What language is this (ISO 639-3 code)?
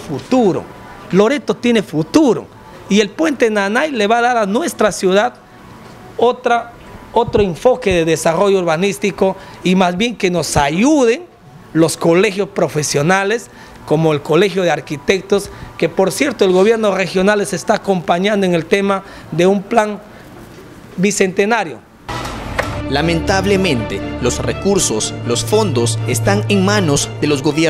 spa